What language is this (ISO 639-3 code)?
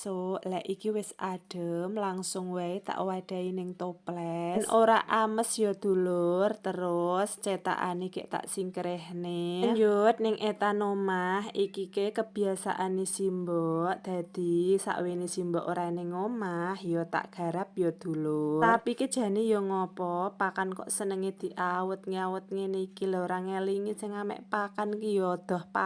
jav